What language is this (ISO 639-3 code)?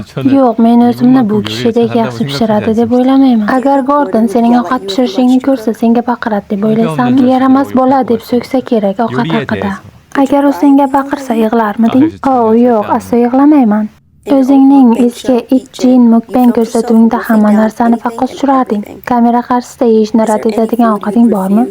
uzb